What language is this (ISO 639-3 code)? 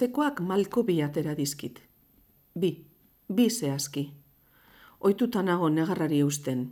eus